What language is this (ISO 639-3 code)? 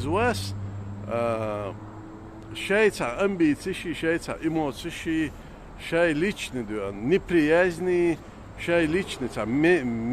che